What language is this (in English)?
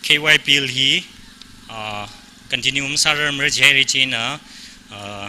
Tangkhul Naga (India)